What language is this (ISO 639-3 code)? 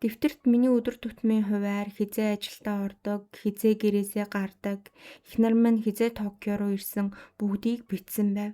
mon